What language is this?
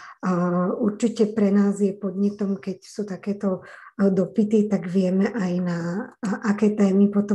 Slovak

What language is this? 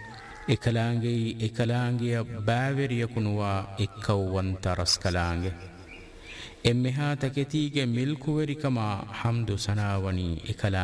Divehi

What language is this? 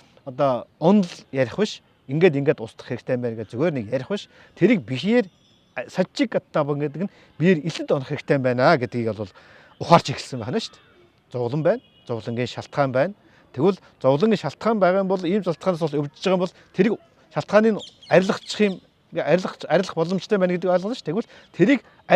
Mongolian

